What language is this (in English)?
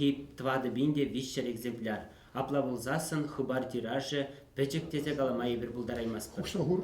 Chuvash